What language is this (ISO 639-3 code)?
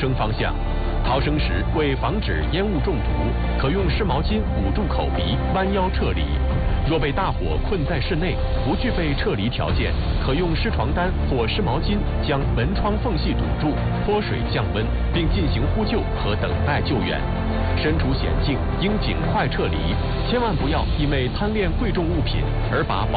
zho